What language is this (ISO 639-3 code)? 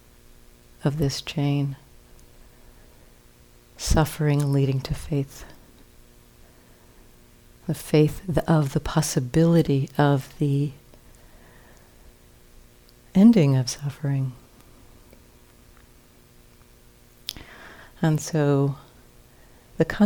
eng